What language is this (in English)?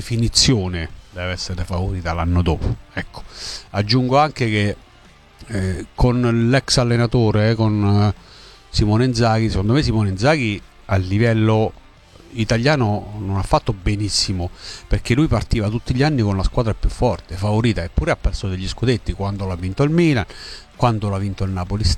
Italian